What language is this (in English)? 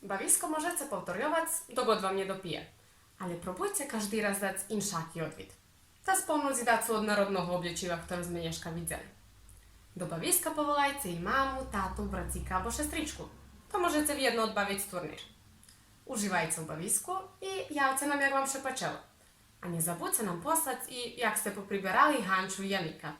Rusyn